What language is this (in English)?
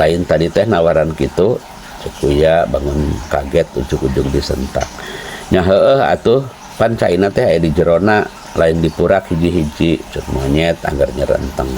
Sundanese